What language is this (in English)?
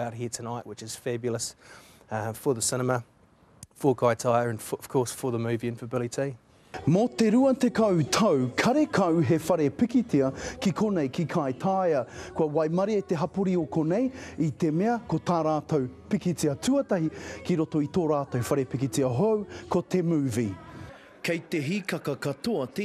Māori